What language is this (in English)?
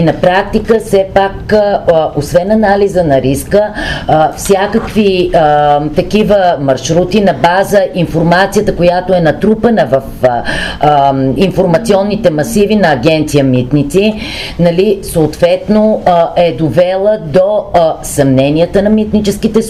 Bulgarian